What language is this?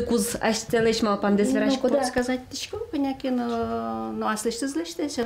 Udmurt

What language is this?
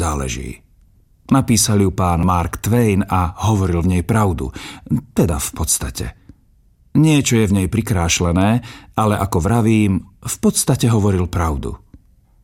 Slovak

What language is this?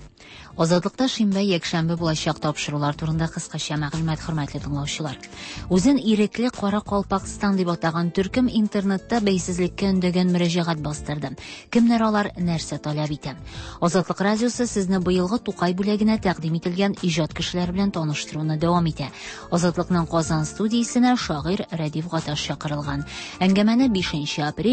Tatar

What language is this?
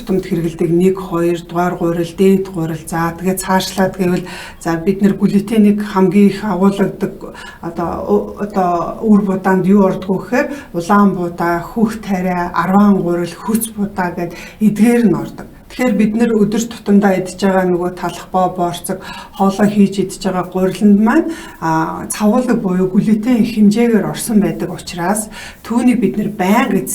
Mongolian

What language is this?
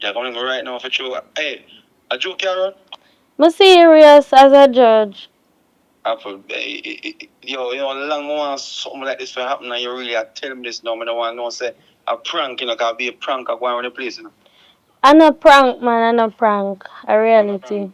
Jamaican Creole English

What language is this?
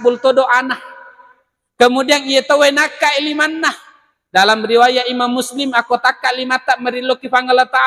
Buginese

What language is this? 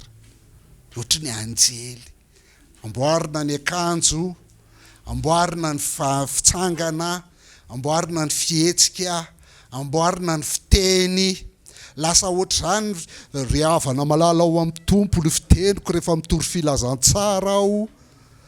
Malagasy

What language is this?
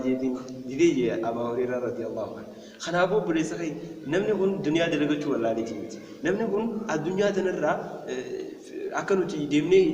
Oromo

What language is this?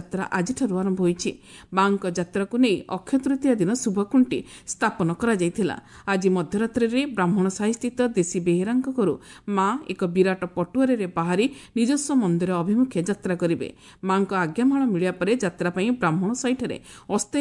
Odia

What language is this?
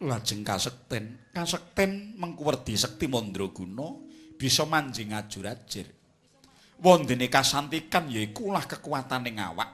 Javanese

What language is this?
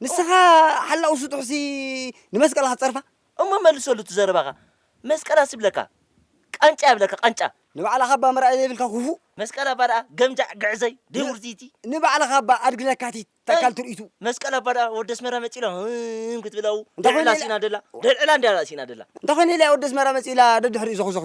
Tigrinya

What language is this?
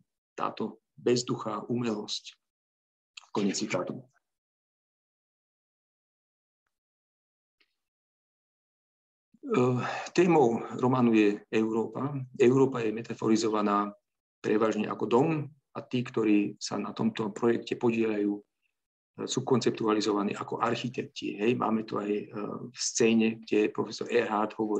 Slovak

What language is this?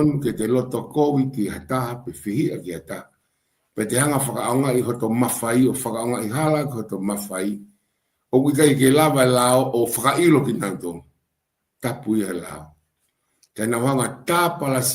Tongan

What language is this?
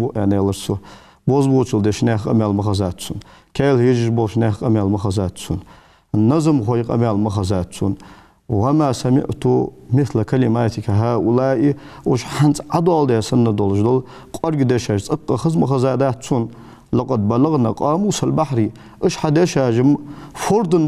Ingush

